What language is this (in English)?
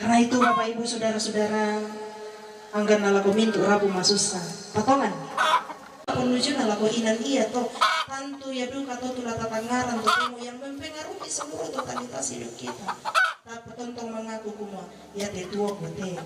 Toraja-Sa'dan